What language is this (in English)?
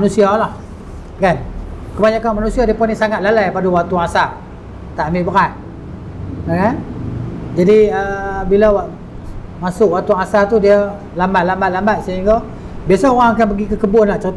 Malay